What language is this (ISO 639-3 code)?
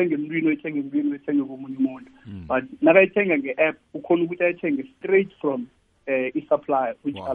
nbl